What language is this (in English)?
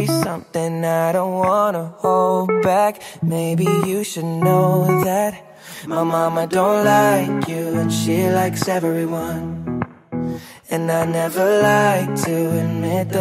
English